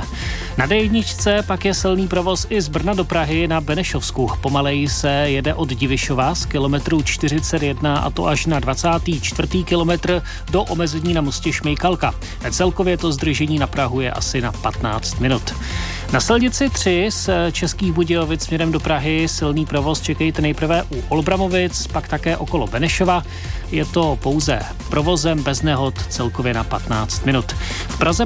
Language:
Czech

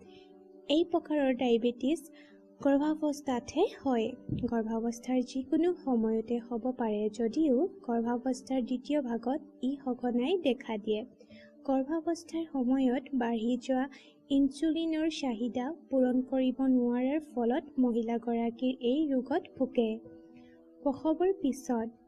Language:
Assamese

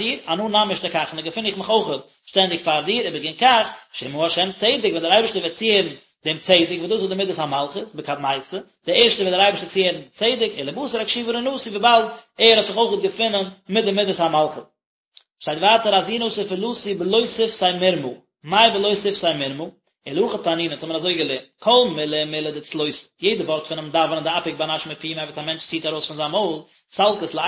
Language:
Yiddish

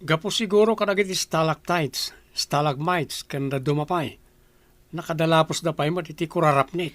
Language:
Iloko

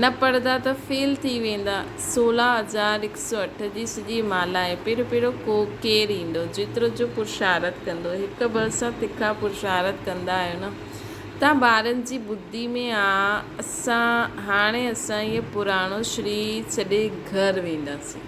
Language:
Sindhi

